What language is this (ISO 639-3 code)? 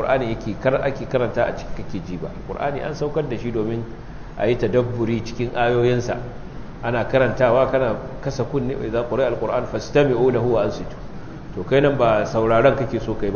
hau